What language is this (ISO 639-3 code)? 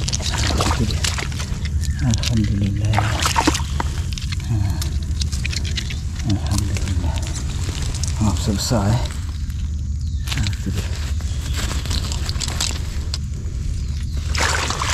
msa